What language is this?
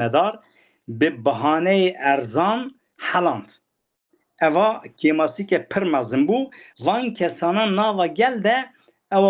Kurdish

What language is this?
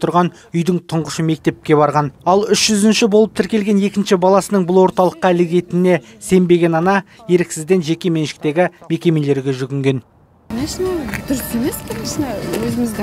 Kazakh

